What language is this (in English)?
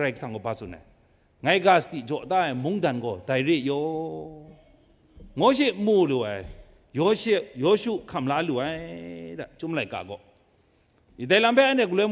Kachin